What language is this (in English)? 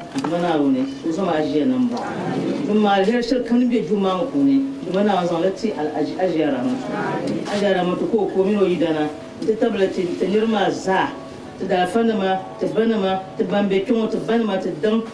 Dagbani